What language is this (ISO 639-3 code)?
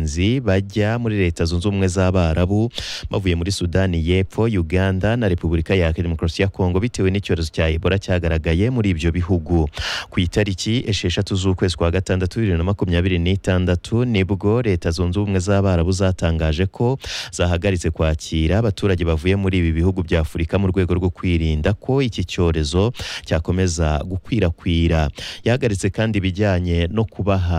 kin